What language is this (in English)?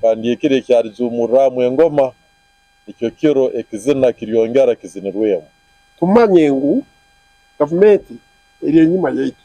Nyankole